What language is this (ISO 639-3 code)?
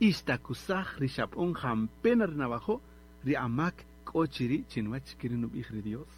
cak